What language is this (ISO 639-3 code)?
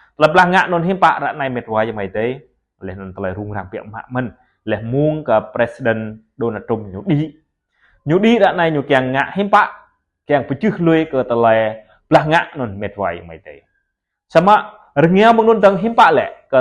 jra